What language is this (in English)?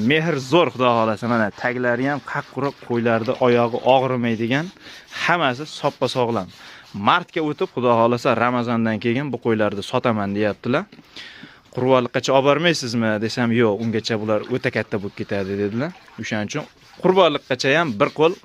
Uzbek